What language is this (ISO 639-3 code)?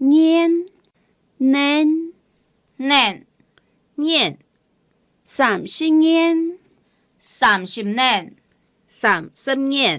hak